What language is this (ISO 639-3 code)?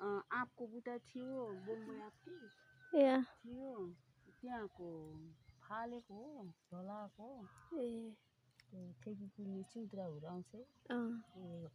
nep